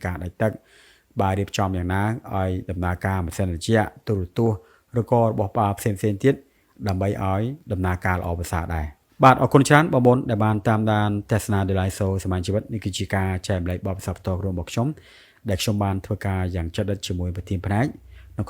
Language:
Khmer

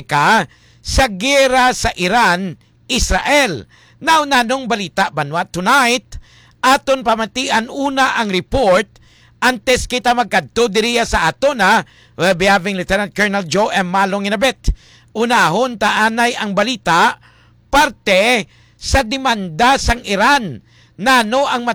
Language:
Hiligaynon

